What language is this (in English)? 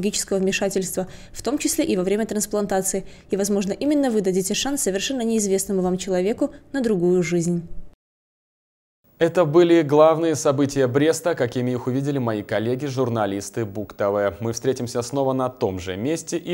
Russian